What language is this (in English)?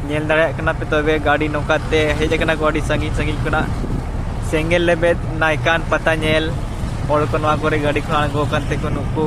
Santali